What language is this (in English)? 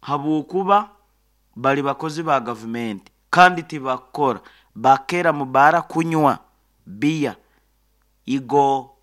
Nyoro